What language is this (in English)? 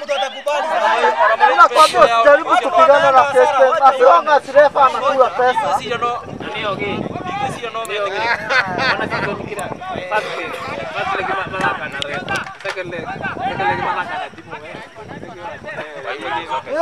Swahili